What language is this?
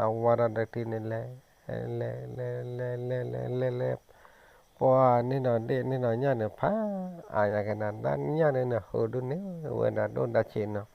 S'gaw Karen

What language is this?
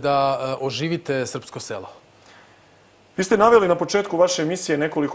Serbian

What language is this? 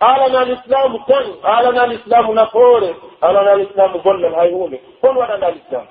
Pular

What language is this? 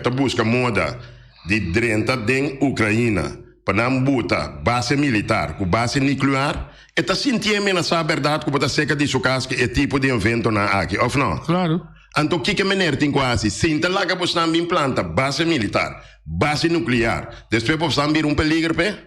Papiamento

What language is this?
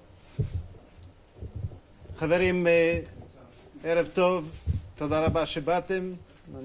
Hebrew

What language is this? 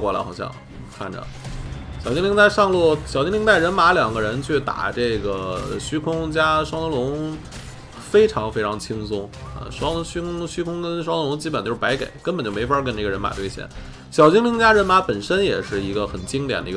Chinese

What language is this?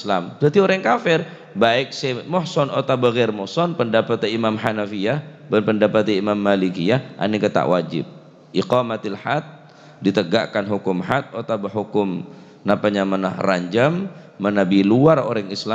Madurese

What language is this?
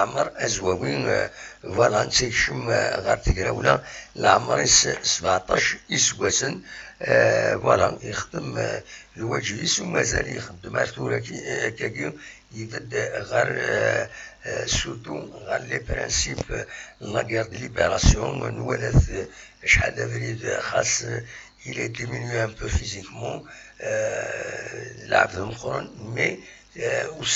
Kabyle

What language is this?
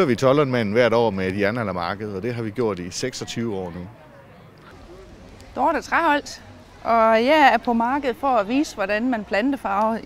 Danish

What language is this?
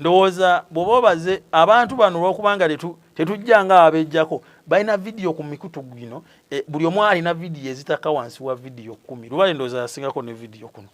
Ganda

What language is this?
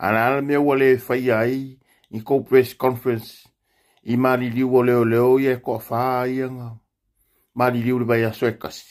Samoan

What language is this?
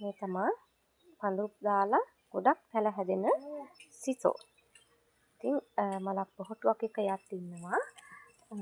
Sinhala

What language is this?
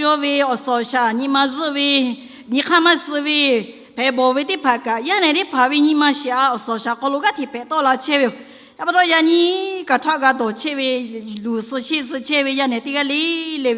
Lahu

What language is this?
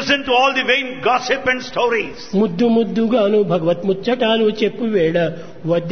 Telugu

